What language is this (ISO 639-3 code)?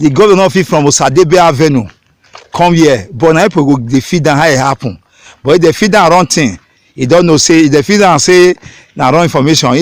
pcm